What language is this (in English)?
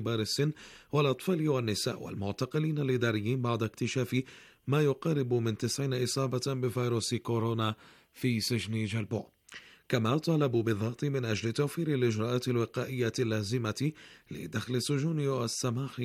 Arabic